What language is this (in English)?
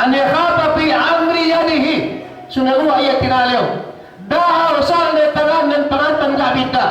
Yakan